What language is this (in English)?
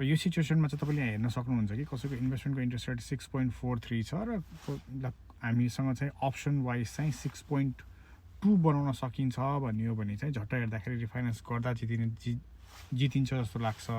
Nepali